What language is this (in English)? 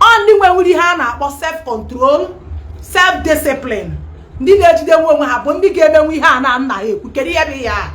Igbo